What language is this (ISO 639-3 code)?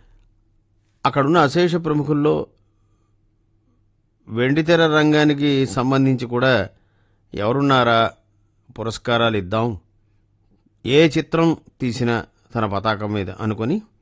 tel